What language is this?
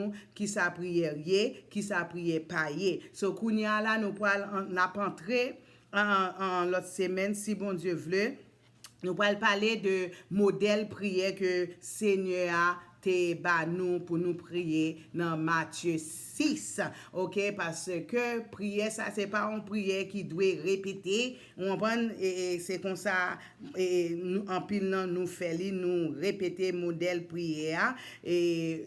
Haitian Creole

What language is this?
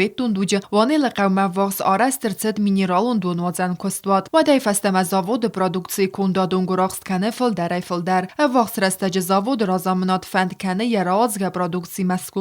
Ossetic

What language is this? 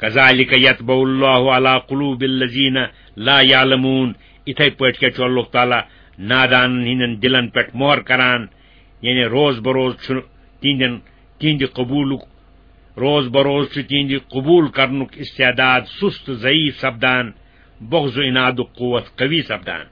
Kashmiri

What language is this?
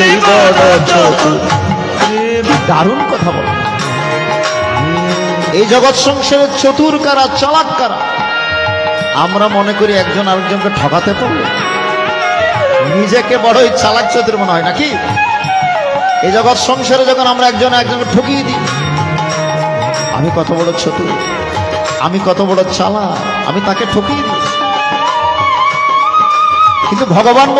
Bangla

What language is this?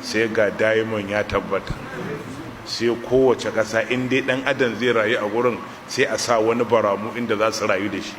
Hausa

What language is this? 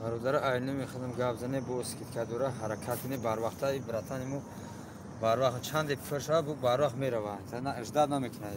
Tajik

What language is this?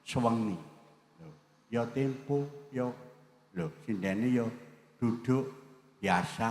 Javanese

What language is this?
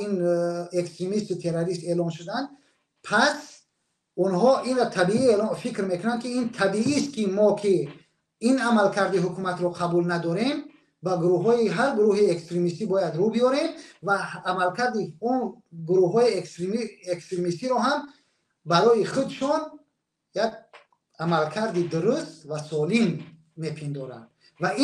Tajik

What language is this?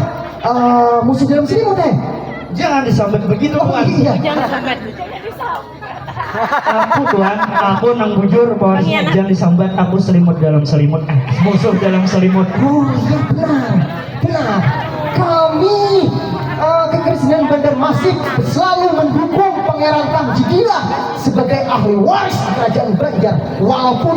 Banjar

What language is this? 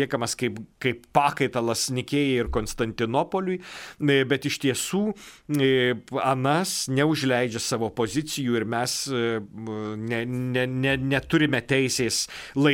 Lithuanian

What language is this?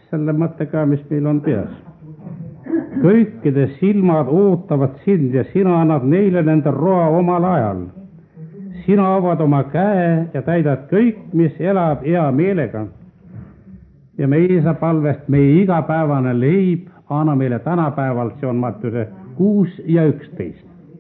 Estonian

